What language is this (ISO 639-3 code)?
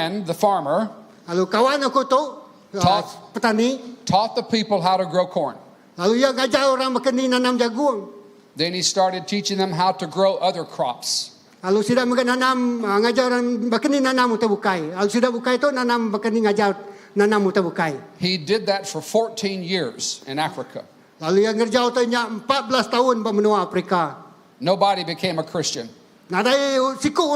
iba